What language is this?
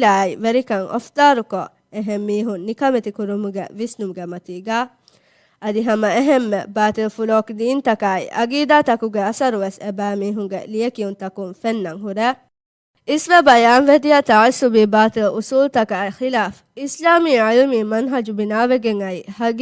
Divehi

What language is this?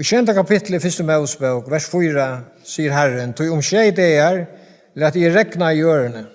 Faroese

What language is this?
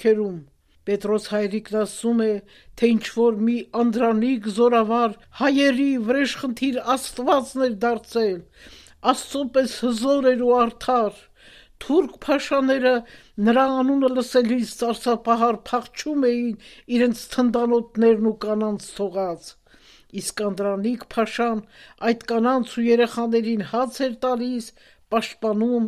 Armenian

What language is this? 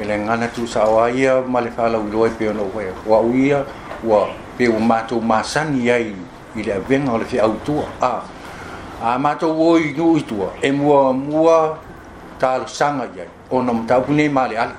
Samoan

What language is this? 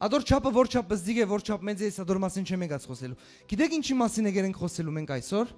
Western Armenian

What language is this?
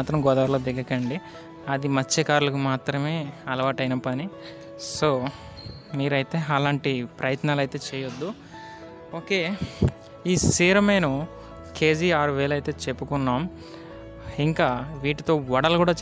Telugu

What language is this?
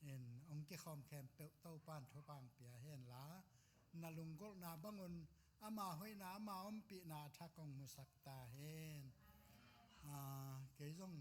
Tedim Chin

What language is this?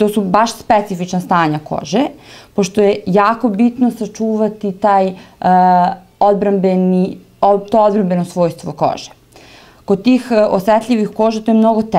Serbian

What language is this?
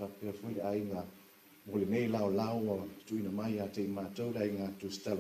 Samoan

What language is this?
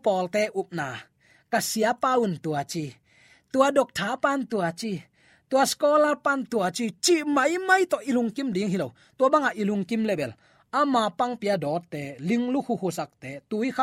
Tedim Chin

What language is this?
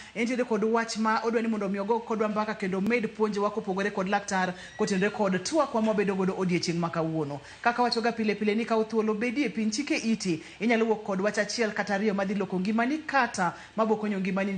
Luo (Kenya and Tanzania)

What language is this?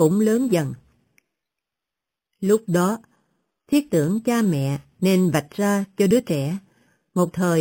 Vietnamese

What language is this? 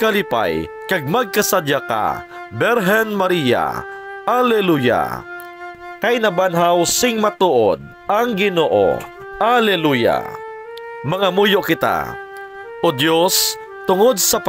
Hiligaynon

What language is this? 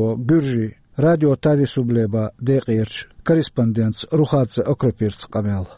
Chechen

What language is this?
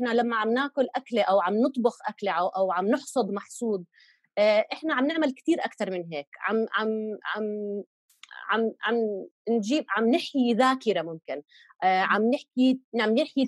North Levantine Arabic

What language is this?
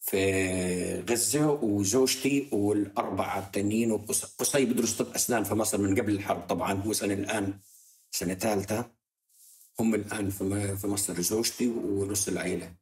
North Levantine Arabic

